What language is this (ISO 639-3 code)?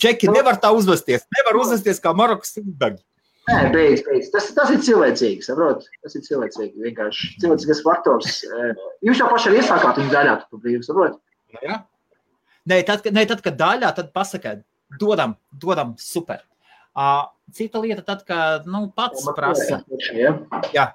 lav